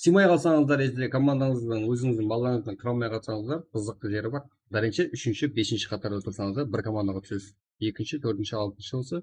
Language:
Kara-Kalpak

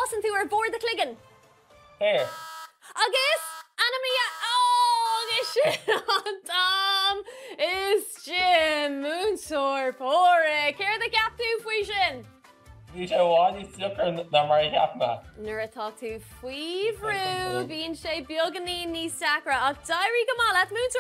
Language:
Irish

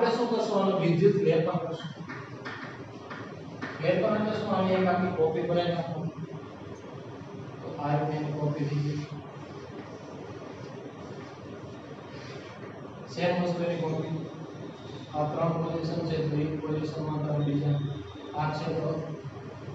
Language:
Gujarati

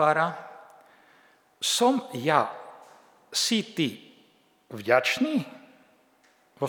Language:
Slovak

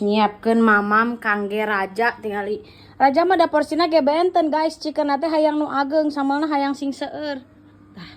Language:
Sundanese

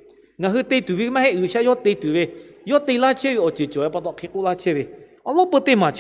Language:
Lahu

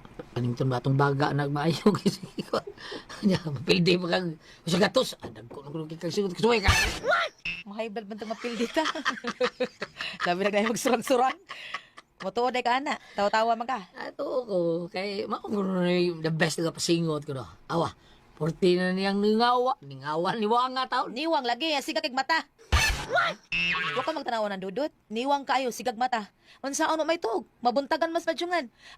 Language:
Cebuano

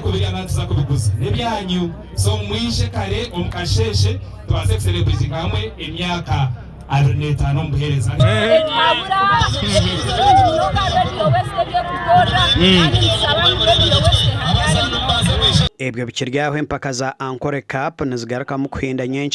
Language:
Nyankole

